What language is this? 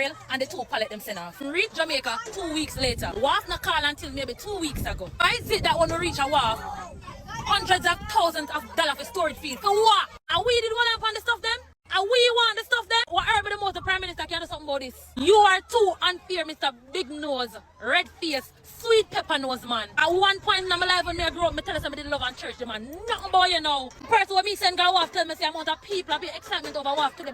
Jamaican Creole English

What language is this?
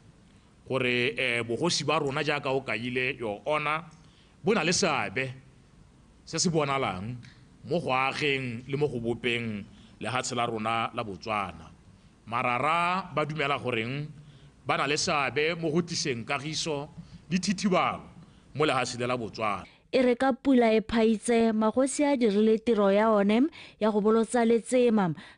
Tswana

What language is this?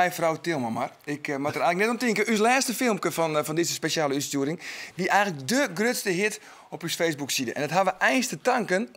Western Frisian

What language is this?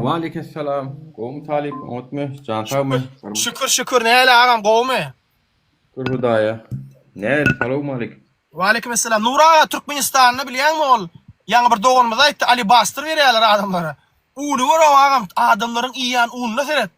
Turkmen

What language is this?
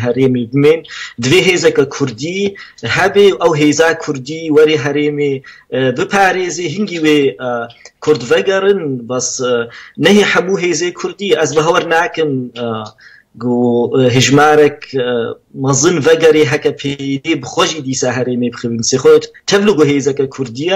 Kurdish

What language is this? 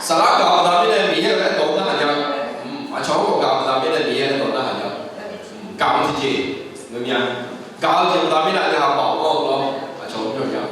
Akha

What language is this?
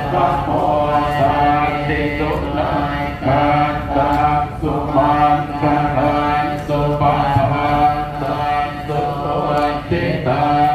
Pali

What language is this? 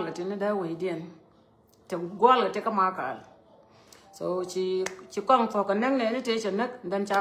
Nuer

